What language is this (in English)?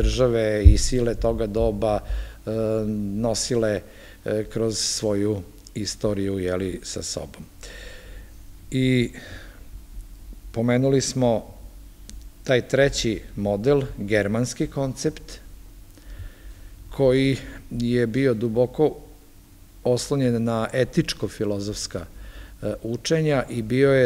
Serbian